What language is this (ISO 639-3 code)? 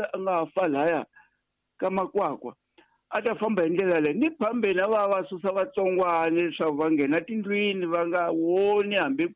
tso